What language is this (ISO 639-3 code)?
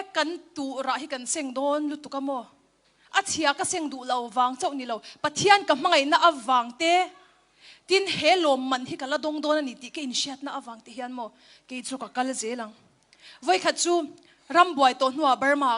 cnh